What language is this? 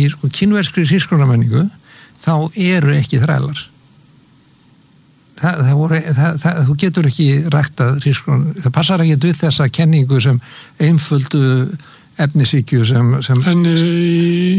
Icelandic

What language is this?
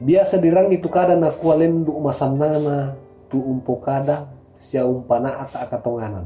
Toraja-Sa'dan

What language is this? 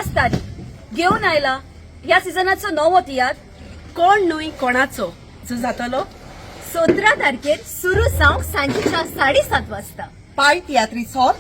Konkani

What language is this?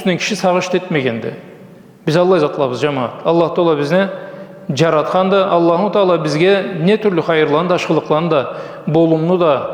Karachay-Balkar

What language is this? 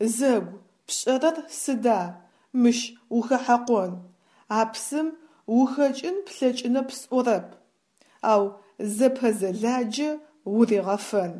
Adyghe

